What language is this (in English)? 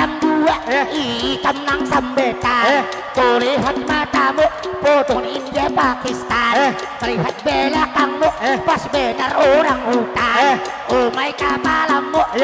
Banjar